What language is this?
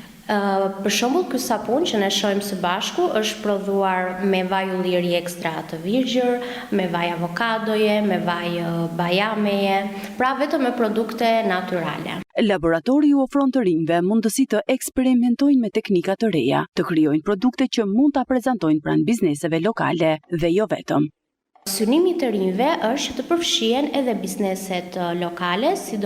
Albanian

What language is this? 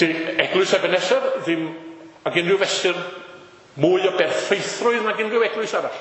Welsh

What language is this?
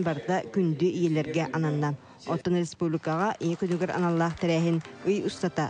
Yakut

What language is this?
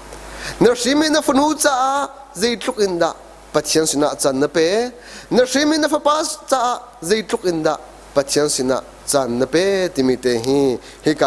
Hakha Chin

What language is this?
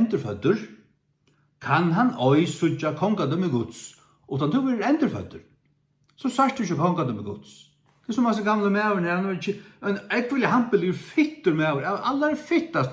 Faroese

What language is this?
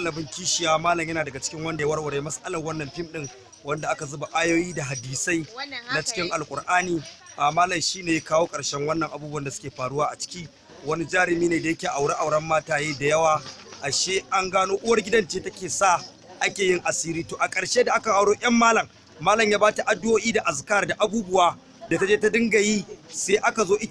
Hausa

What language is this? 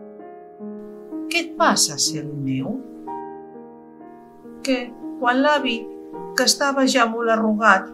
Catalan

